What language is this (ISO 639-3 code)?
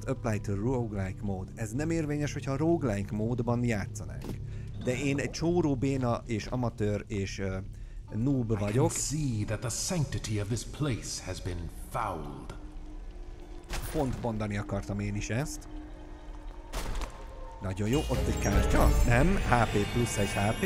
hun